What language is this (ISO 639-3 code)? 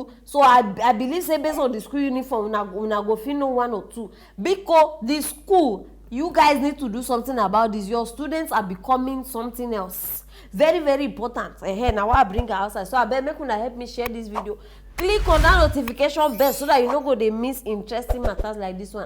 pcm